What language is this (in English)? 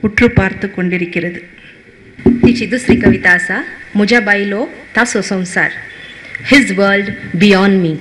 Konkani